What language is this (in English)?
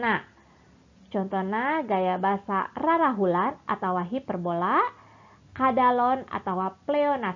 Sundanese